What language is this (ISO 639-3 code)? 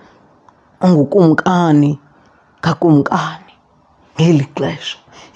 xho